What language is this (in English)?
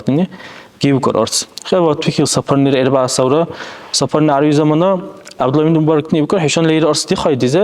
Dargwa